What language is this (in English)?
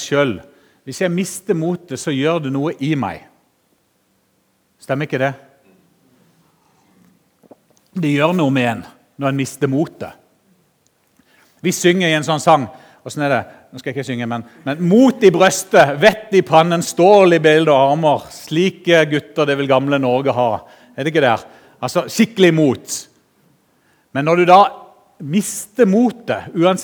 Norwegian